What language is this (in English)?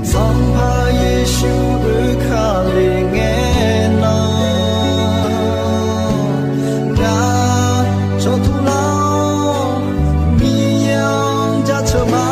Akha